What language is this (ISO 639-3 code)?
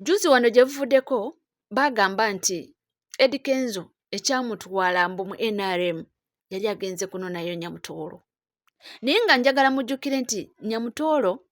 lug